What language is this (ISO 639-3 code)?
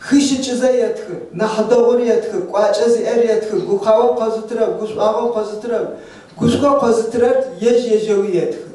ady